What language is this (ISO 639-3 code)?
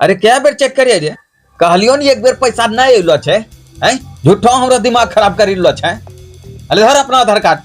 anp